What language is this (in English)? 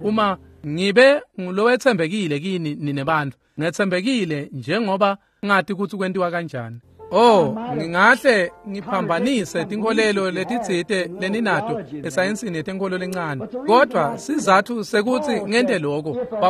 Swati